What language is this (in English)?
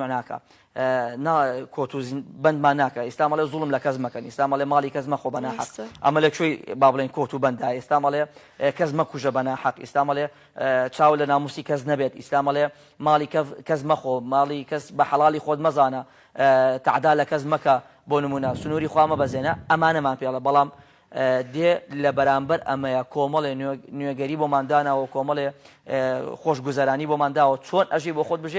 Central Kurdish